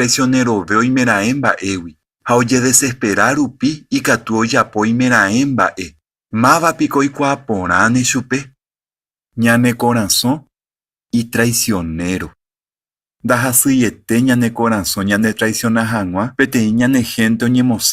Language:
Guarani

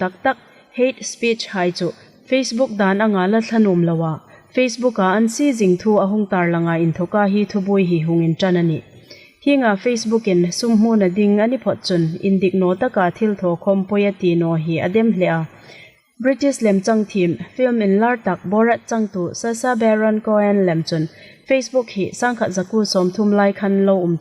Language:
Hmar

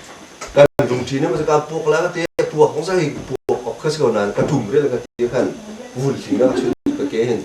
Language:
Hakha Chin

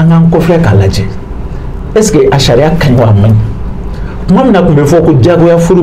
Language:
Bambara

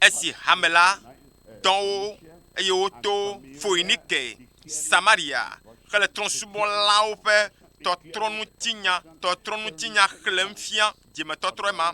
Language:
Ewe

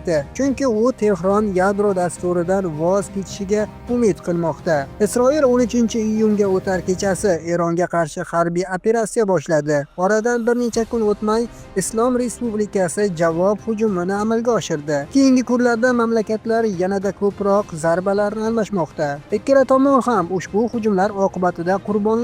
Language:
Uzbek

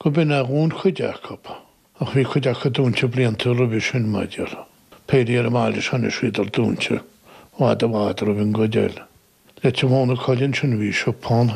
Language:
Irish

